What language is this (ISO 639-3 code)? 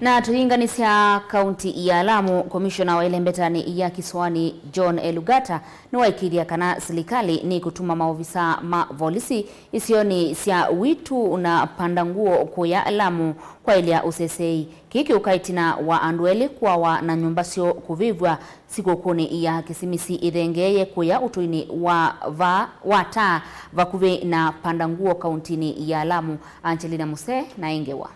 kam